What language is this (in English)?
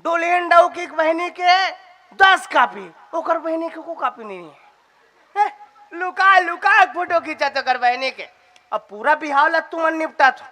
Chhattisgarhi